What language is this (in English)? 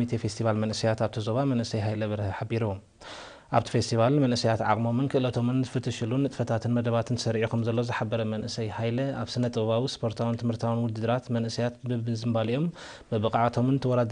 Tigrinya